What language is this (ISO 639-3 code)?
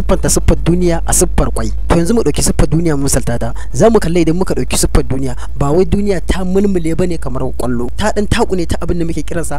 hau